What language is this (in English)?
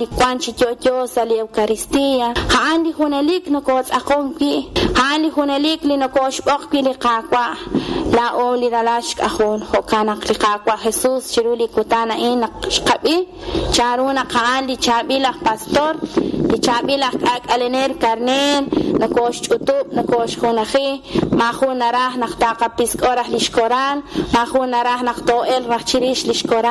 Kekchí